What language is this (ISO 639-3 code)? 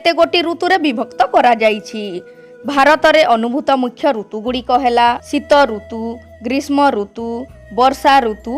ori